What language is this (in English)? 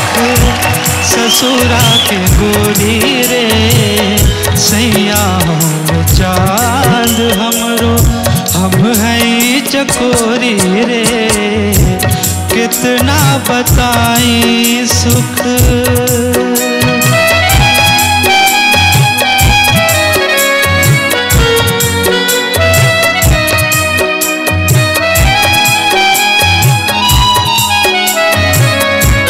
Bhojpuri